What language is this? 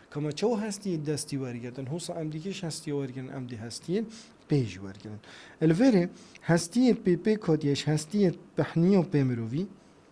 Kurdish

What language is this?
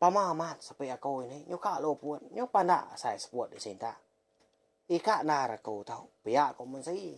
Iban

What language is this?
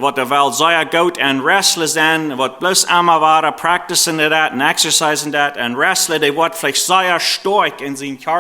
Plautdietsch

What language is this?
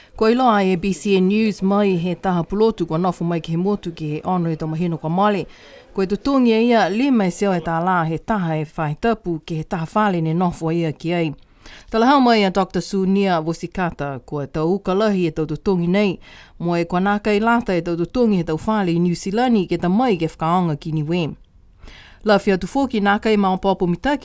Niuean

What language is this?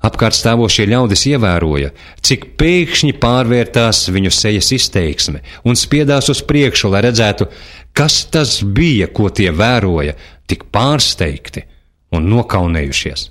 Latvian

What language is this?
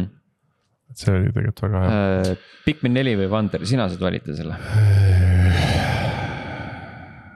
Estonian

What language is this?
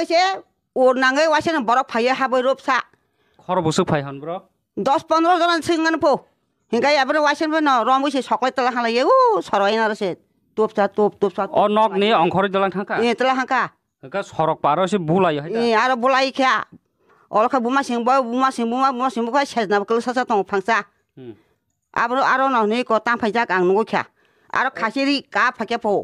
Kok Borok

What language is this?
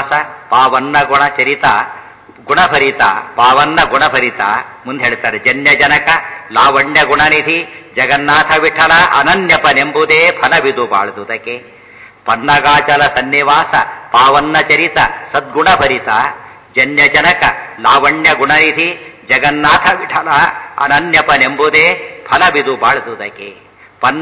Kannada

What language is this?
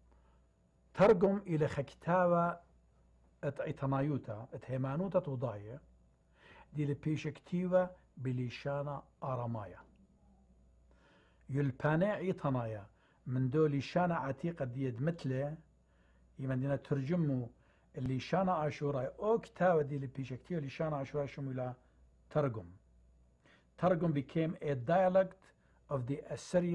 Assyrian Neo-Aramaic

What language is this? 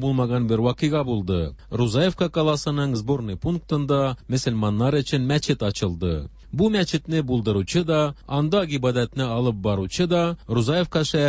Tatar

